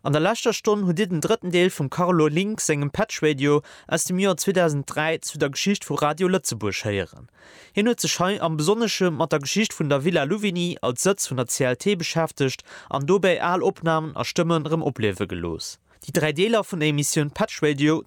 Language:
Luxembourgish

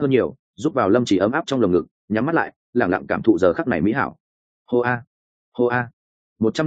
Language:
Vietnamese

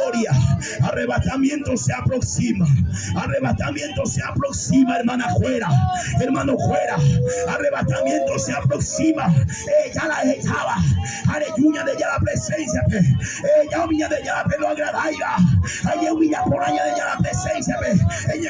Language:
Guarani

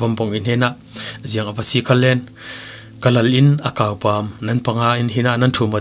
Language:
Falam Chin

